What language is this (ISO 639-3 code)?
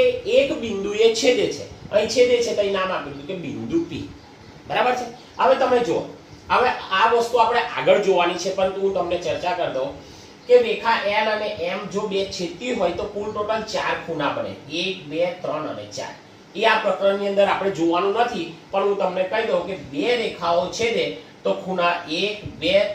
guj